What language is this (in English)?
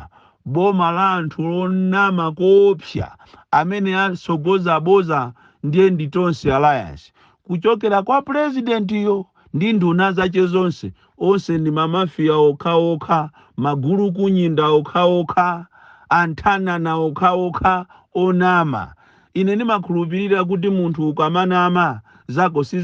Nyanja